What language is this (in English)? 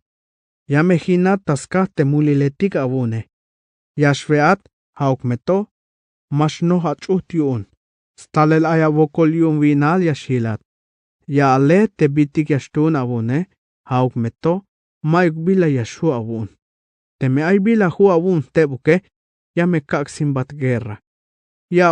Tzeltal